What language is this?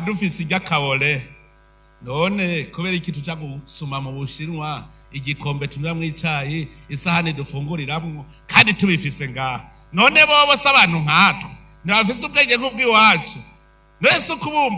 Rundi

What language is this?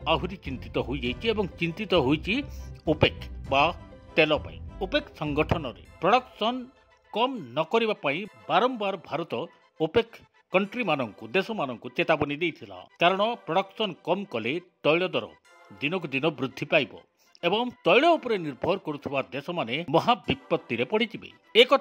Odia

